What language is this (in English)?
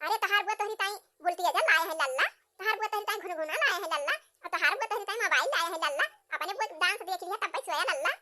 Awadhi